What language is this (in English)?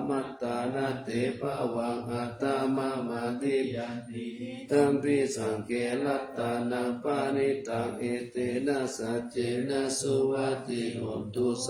Pali